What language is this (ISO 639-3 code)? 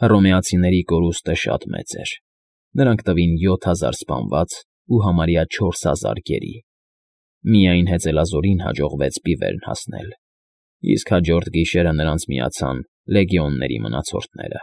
hye